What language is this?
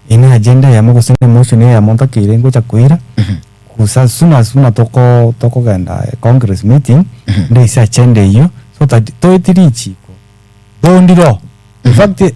Gusii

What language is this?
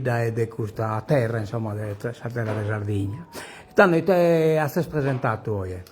Sardinian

